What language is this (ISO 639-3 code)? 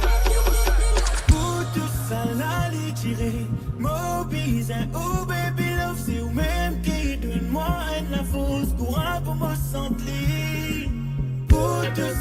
mfe